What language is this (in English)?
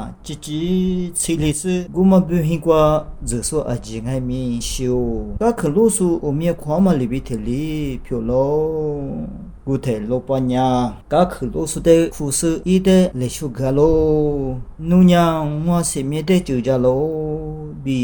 Lisu